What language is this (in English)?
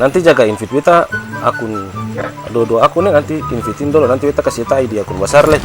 Ambonese Malay